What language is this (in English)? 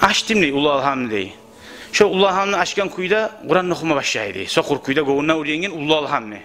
Kumyk